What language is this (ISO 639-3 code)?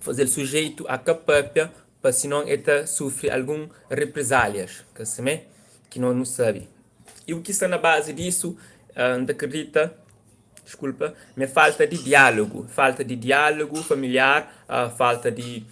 kea